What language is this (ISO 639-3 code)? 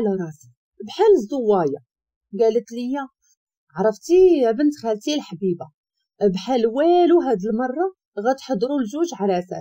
ary